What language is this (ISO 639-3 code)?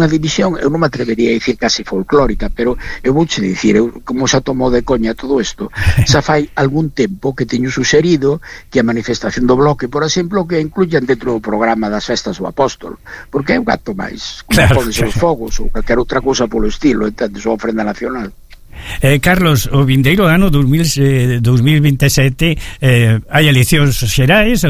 glg